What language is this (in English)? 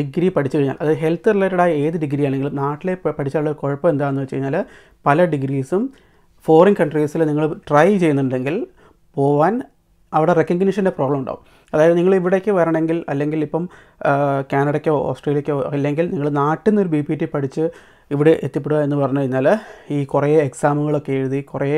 Malayalam